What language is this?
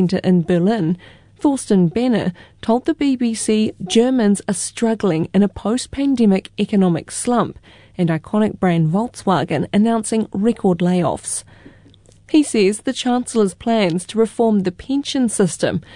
English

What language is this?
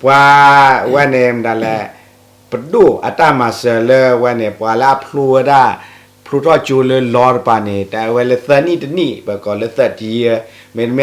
S'gaw Karen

